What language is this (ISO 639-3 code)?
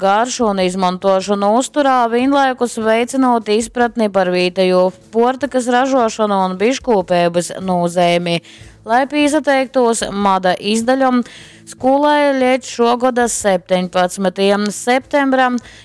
ltg